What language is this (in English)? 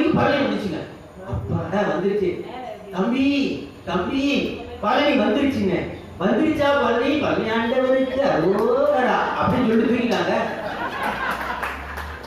Tamil